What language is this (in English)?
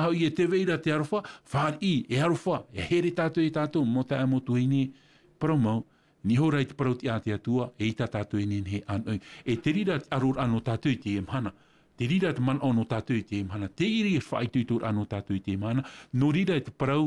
Tahitian